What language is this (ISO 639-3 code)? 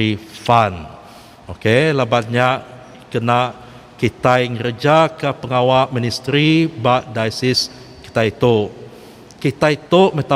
iba